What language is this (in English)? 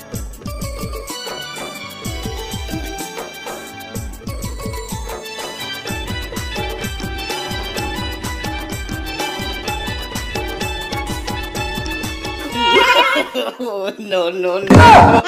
Santali